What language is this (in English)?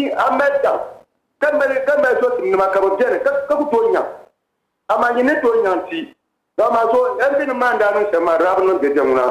Dagbani